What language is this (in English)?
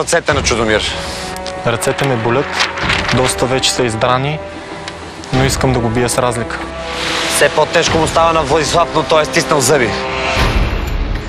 Bulgarian